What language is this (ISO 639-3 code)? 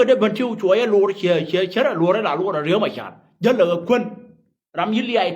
nus